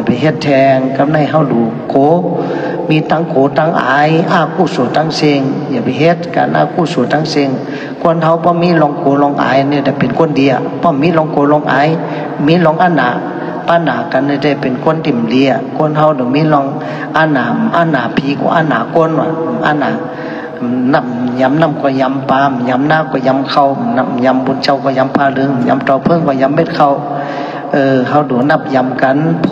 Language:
Shan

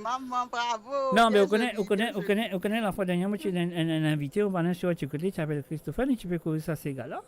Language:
Morisyen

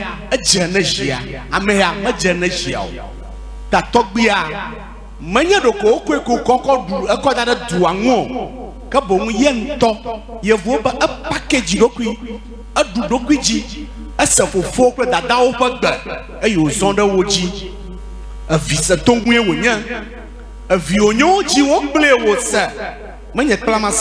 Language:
Ewe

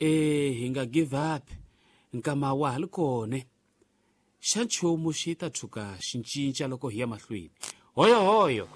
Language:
Tsonga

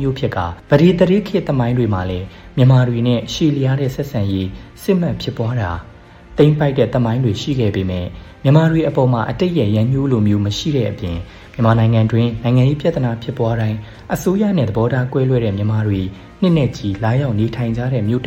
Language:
Burmese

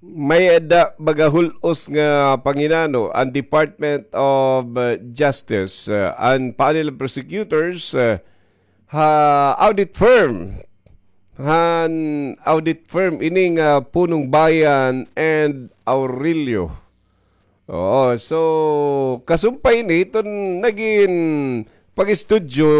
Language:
Waray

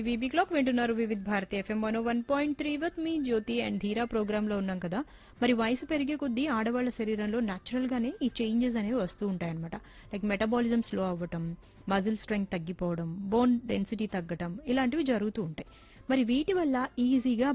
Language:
Telugu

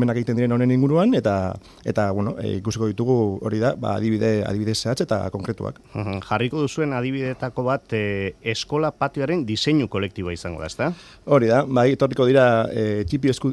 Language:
Basque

